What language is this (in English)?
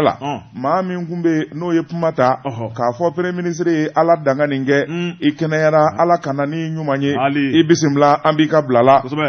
Bambara